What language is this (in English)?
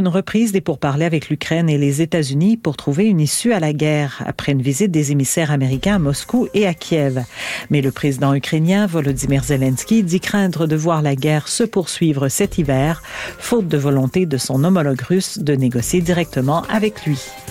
French